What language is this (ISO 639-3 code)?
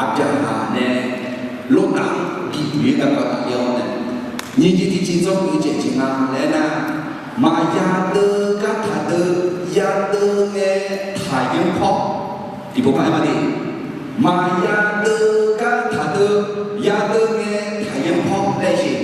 ahk